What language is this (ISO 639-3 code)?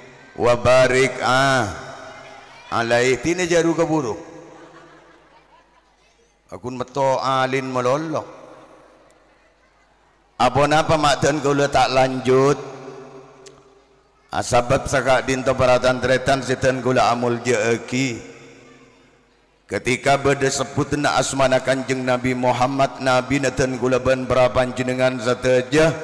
mad